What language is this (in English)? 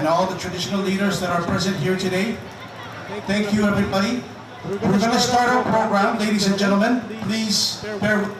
Pohnpeian